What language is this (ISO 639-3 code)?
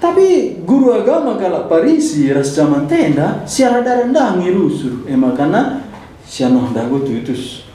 btx